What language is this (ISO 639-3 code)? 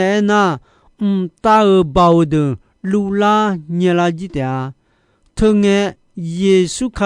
ahk